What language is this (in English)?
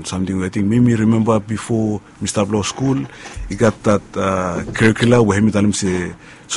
Bislama